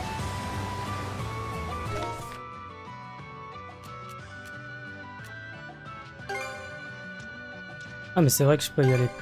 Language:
French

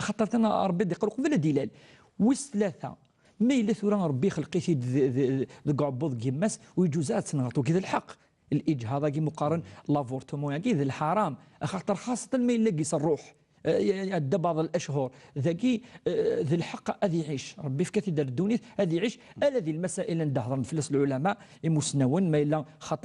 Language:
Kabyle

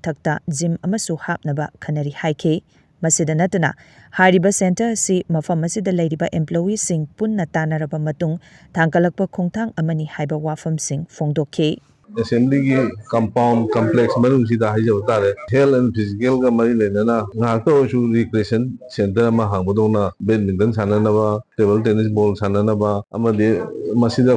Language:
Manipuri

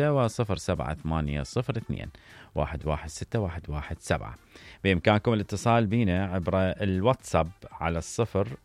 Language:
Mesopotamian Arabic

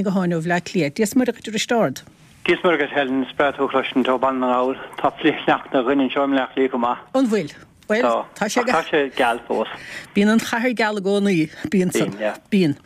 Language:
Irish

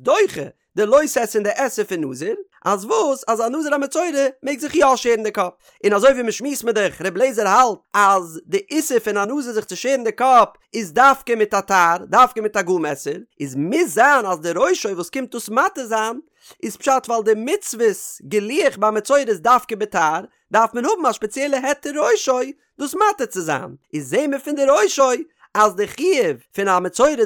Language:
Yiddish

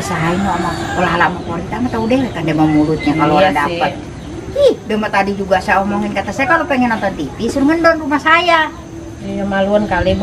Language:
Betawi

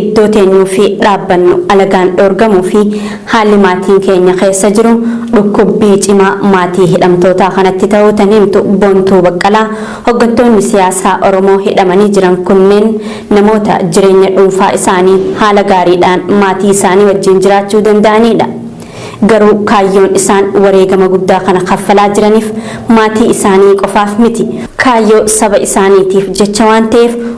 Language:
Oromo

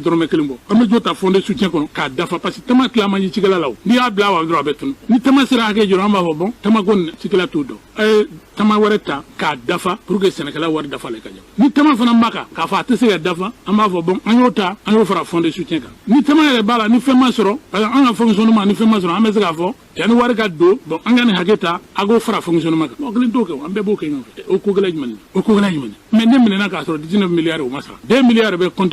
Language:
Bambara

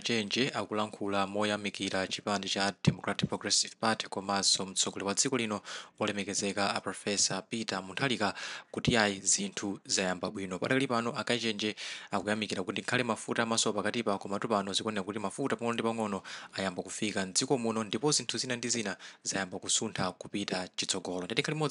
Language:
Nyanja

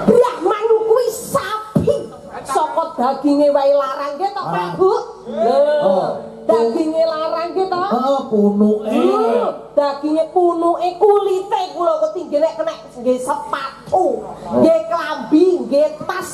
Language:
Javanese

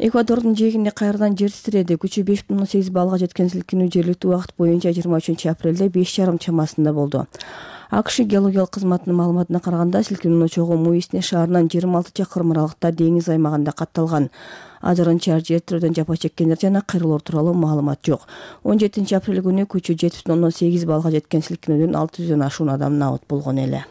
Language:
Kyrgyz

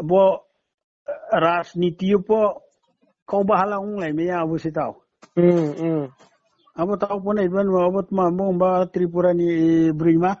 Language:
Riang (India)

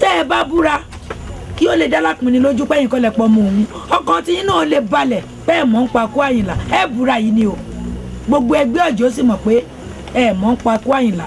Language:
Yoruba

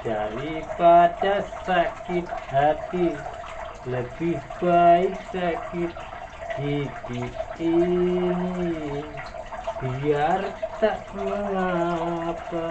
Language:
Betawi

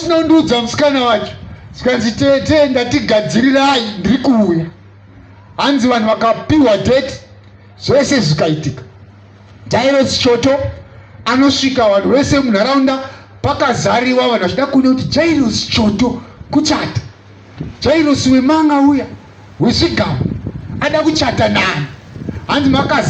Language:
Shona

